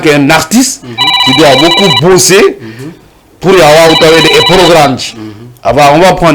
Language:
Fula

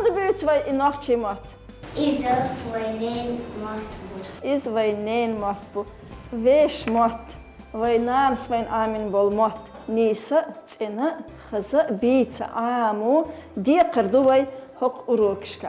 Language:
Chechen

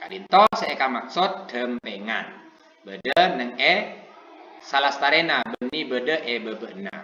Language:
Madurese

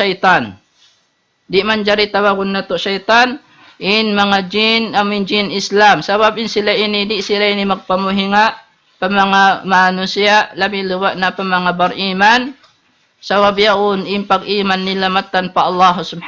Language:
Tausug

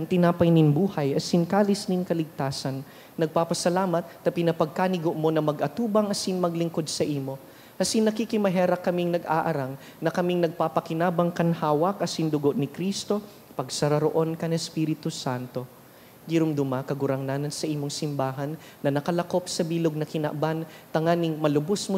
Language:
Bikol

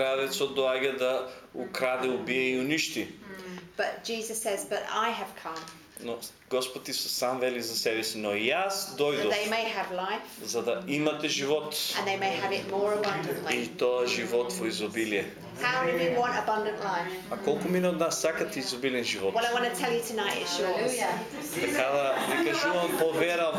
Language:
Macedonian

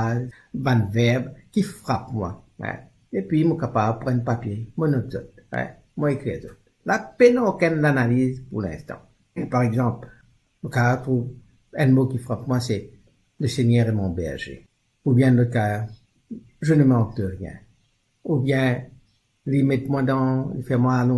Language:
Morisyen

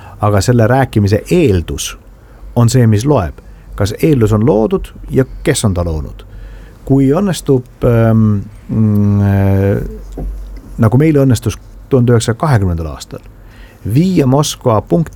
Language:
Estonian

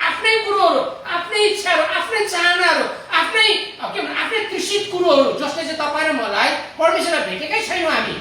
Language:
Nepali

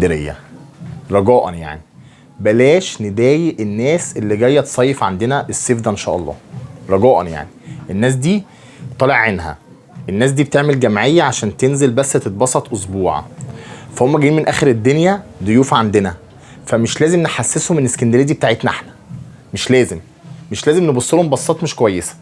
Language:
Egyptian Arabic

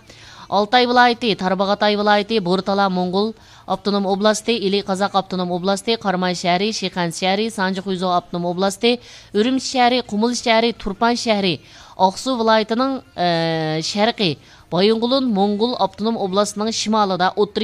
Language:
Uyghur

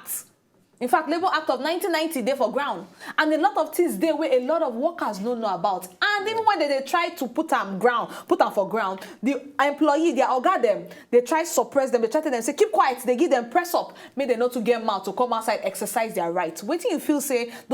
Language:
Nigerian Pidgin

